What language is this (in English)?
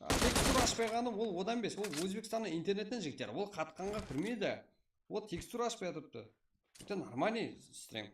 Kara-Kalpak